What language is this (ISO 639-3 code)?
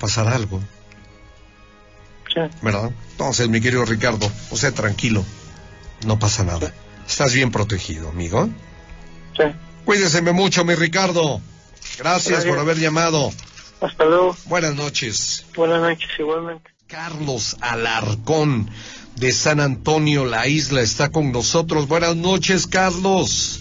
spa